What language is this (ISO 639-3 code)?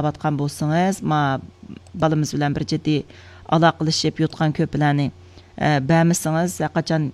uig